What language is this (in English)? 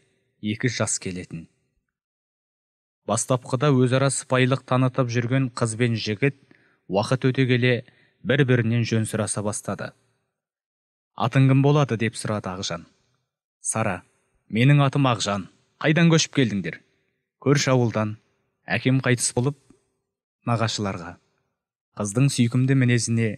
Kazakh